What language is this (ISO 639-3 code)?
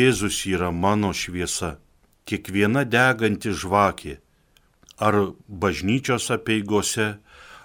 lit